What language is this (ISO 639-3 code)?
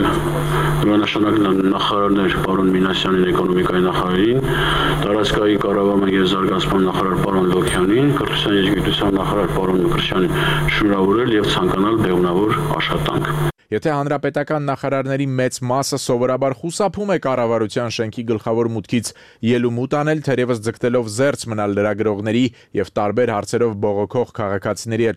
hye